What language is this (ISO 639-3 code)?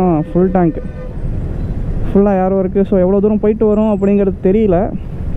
tam